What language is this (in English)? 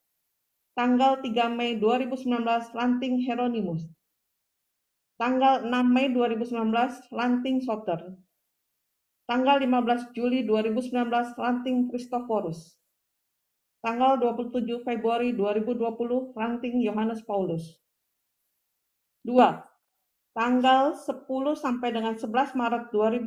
Indonesian